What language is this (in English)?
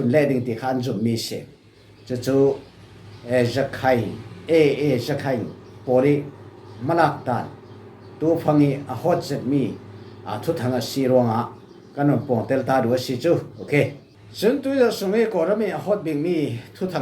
Falam Chin